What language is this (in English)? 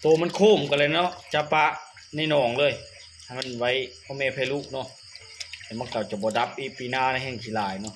Lao